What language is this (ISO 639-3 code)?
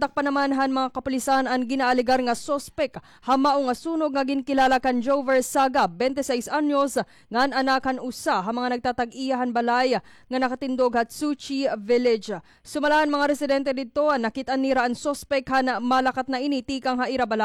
war